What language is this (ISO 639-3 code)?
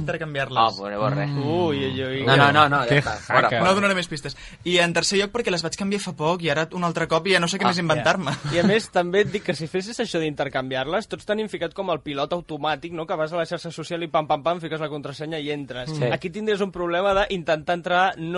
cat